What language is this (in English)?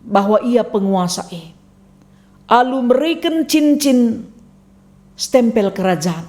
Batak Karo